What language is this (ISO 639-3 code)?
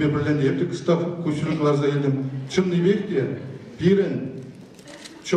chv